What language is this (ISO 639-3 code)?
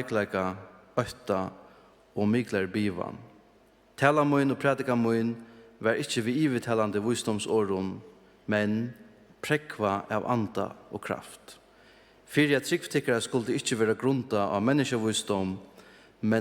fao